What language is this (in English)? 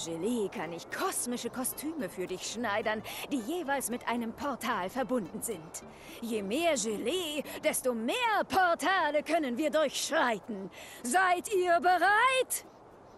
German